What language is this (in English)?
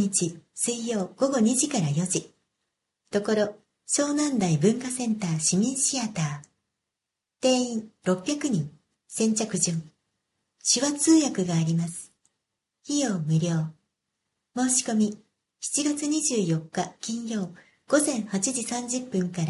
Japanese